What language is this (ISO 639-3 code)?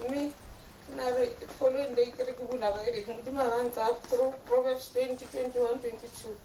tsn